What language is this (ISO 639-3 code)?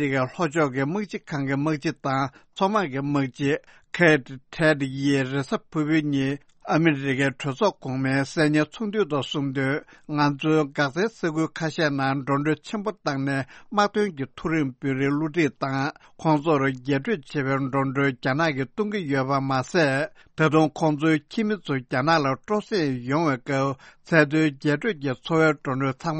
bod